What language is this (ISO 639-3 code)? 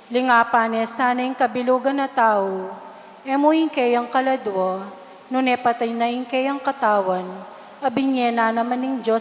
pam